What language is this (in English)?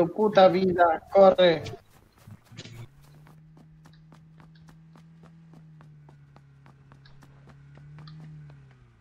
Spanish